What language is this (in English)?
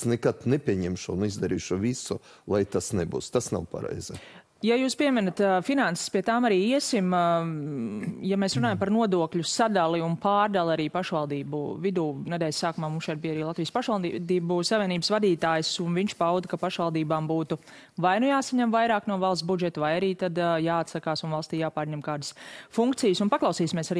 Latvian